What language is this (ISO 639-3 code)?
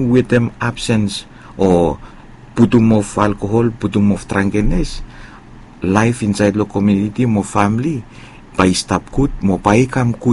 bis